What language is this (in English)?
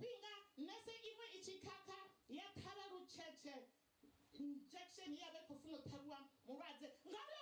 Venda